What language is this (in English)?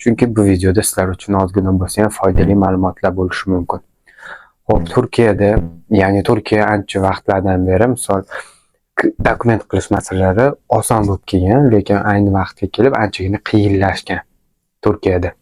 Uzbek